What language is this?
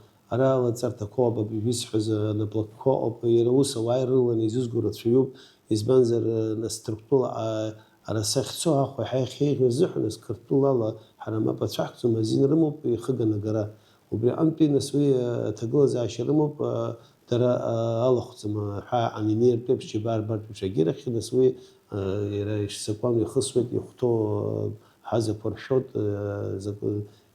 Abkhazian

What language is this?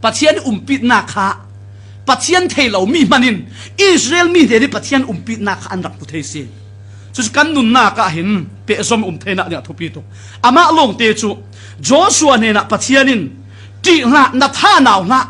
Falam Chin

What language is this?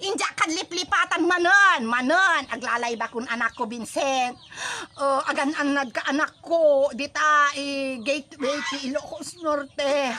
Iloko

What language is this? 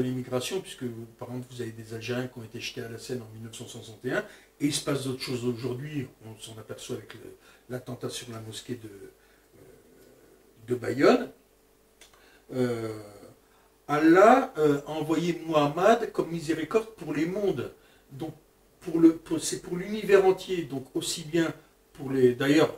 French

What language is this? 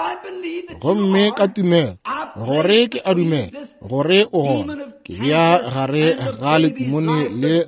Northern Sotho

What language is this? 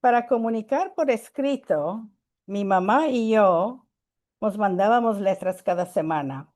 Ladino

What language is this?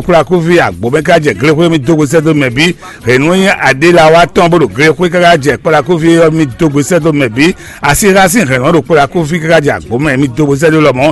Fon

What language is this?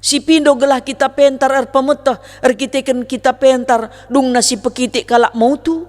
Batak Karo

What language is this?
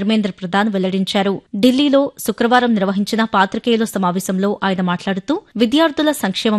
Telugu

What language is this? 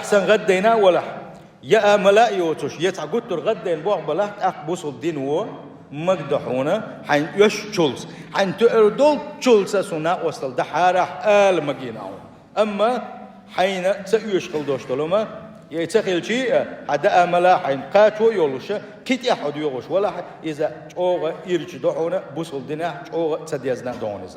Chechen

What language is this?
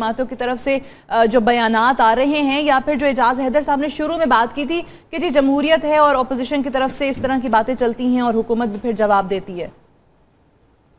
Urdu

